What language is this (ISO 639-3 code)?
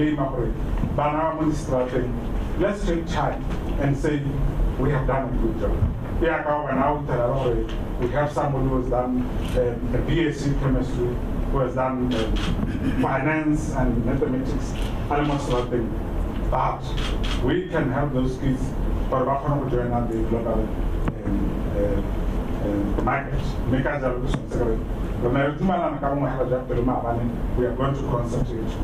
tsn